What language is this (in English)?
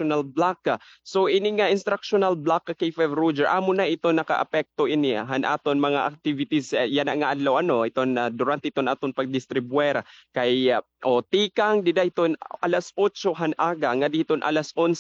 Waray